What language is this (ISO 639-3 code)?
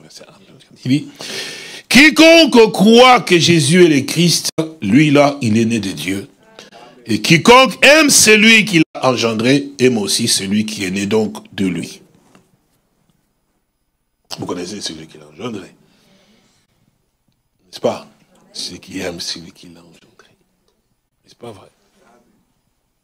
fra